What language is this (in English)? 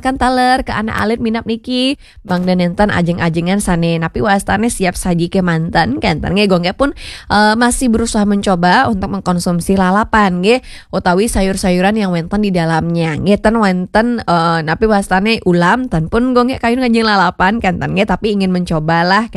Balinese